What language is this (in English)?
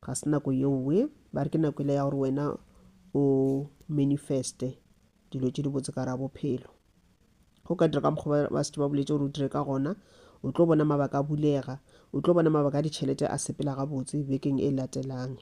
Northern Sotho